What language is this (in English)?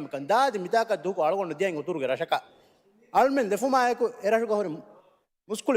Divehi